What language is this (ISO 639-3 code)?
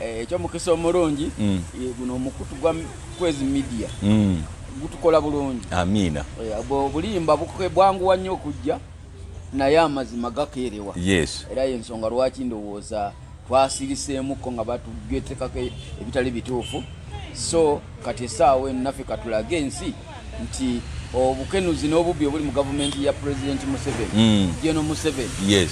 lug